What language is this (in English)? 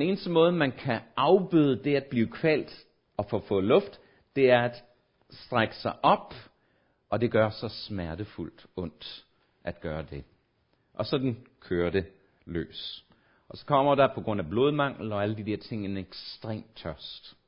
Danish